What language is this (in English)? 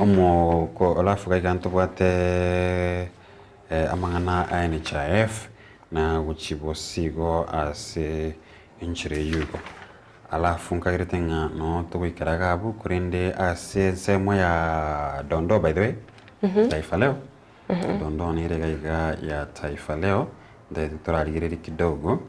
Gusii